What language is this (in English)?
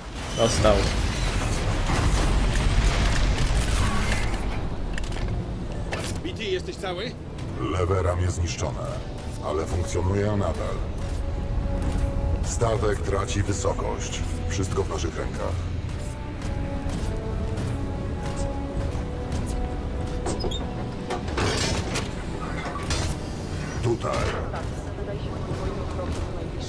Polish